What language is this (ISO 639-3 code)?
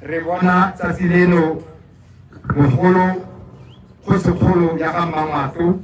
tsn